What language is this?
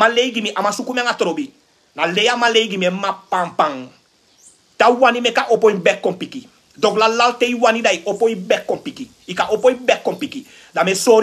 Sranan Tongo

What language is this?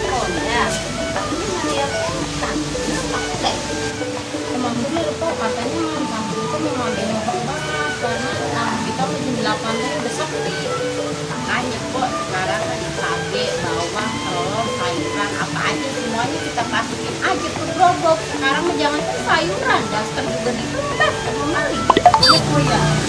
Betawi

